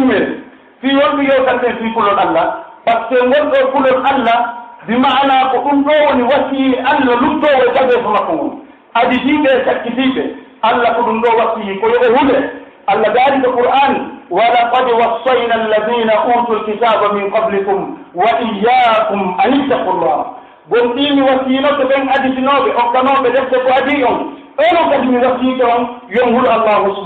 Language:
Pular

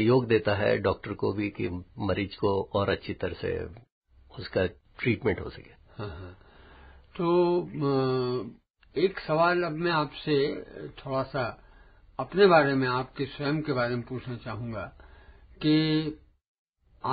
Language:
Hindi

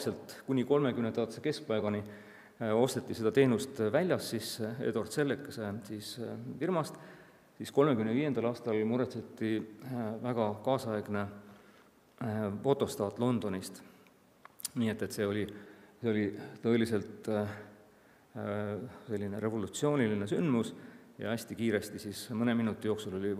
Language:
Estonian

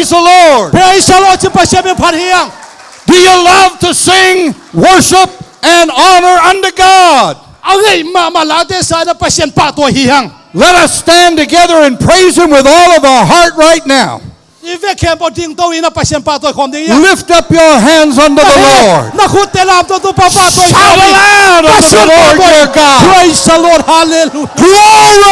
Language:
Tedim Chin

